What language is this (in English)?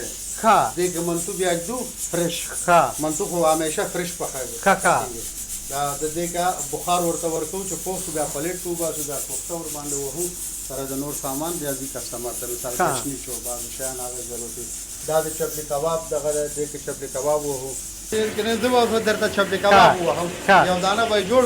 Pashto